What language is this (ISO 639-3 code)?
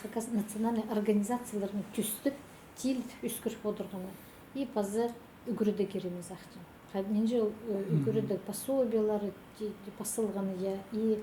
kjh